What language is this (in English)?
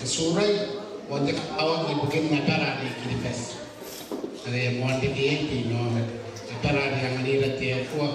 Gilbertese